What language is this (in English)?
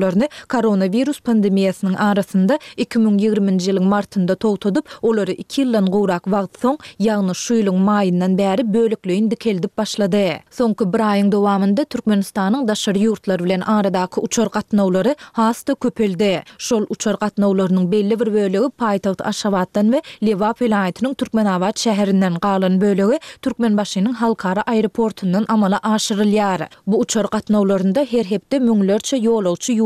Turkmen